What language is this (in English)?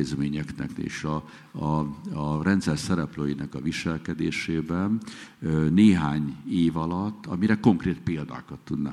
Hungarian